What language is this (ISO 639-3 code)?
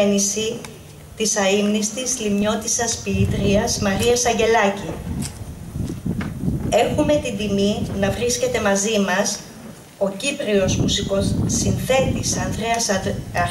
ell